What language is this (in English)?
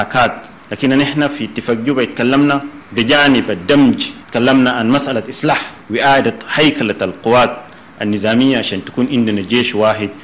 Sudanese Arabic